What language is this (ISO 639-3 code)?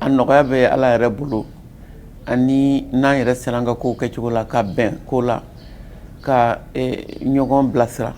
bam